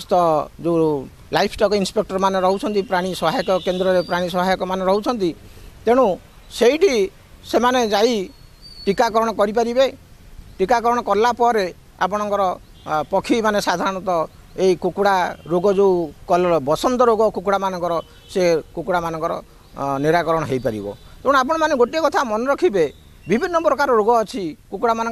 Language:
Odia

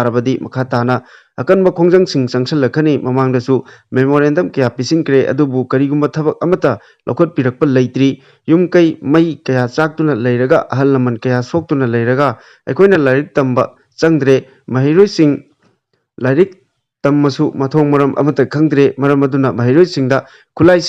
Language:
Manipuri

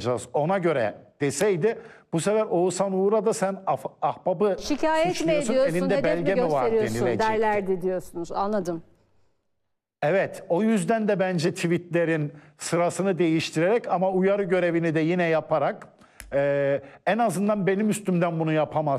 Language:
Turkish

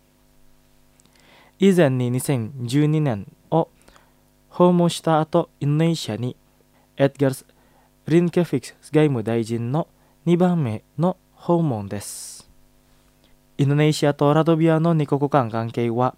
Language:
Japanese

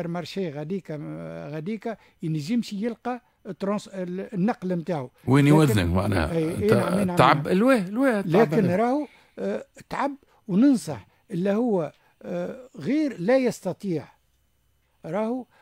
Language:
Tunisian Arabic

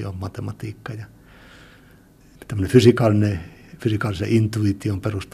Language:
Finnish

